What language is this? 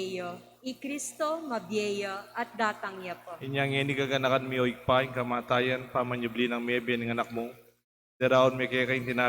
Pampanga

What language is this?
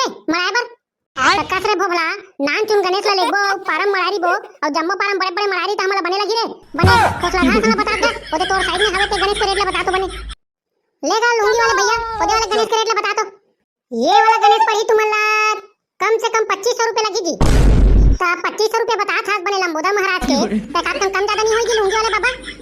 Chhattisgarhi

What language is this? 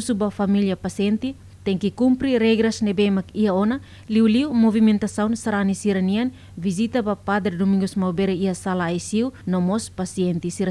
Tetum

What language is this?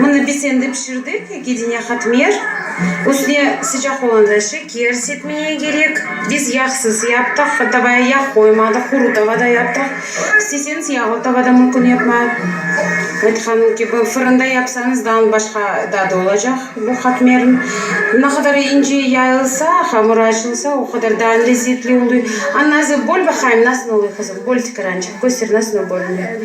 Crimean Tatar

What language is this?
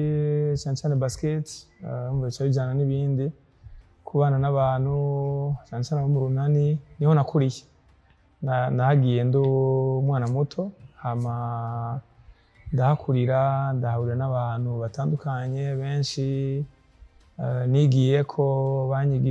Rundi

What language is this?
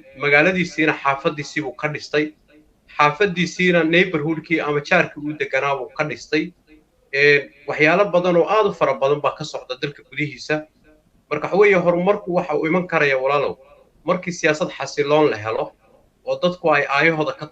Somali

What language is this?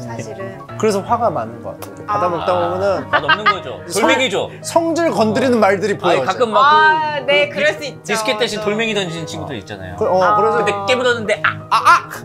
Korean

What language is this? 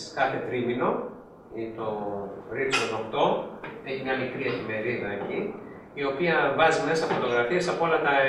Greek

